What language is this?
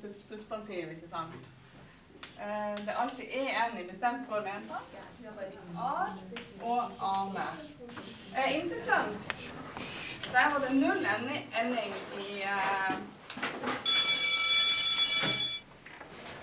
Norwegian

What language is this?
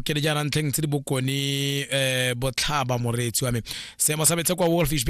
Tswana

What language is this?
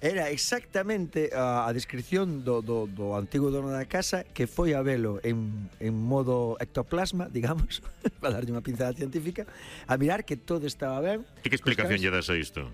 Galician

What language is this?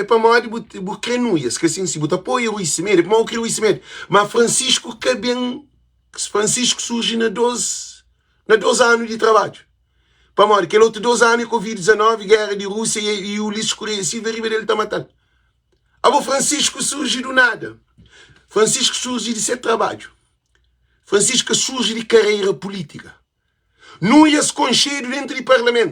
Kabuverdianu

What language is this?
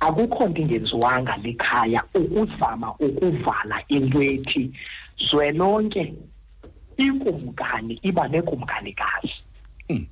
Xhosa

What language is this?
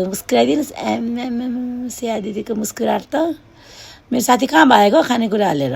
Nepali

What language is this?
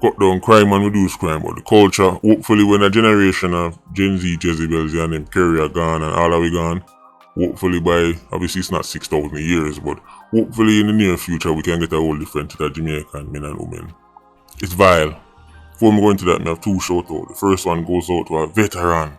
Jamaican Creole English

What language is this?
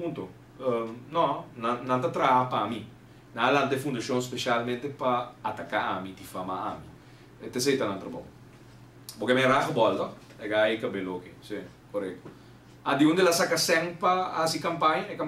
Papiamento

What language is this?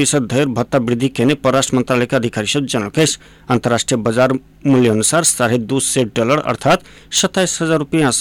Maithili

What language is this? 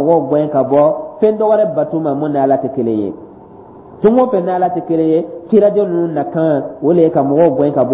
Dyula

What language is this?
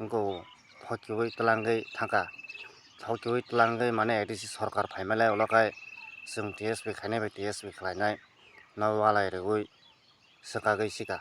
Kok Borok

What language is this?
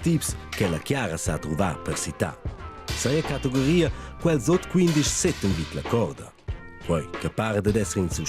Romansh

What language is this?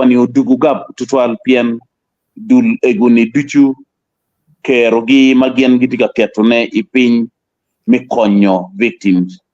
Acoli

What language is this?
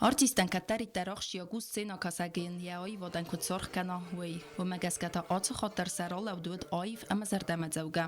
Ossetic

